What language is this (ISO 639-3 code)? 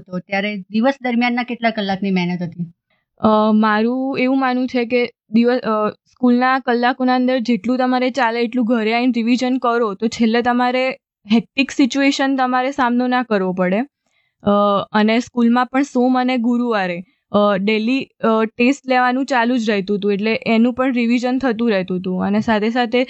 guj